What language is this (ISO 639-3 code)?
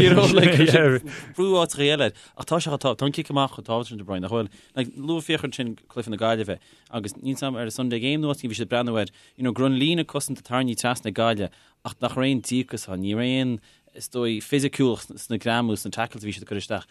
gle